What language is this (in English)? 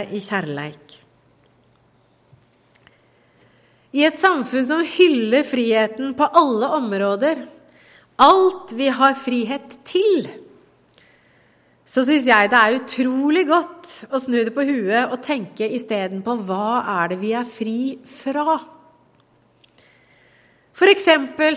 Norwegian